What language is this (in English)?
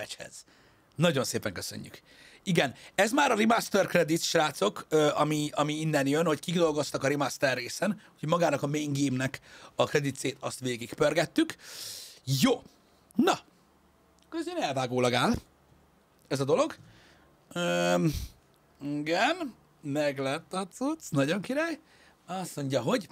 Hungarian